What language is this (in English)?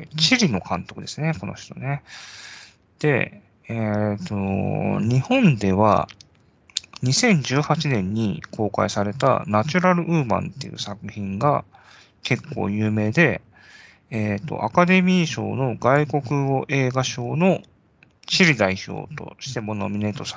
Japanese